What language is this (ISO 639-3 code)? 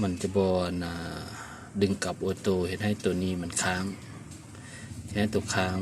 lao